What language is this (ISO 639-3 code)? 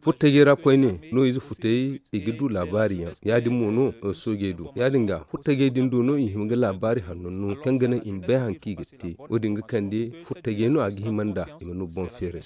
dje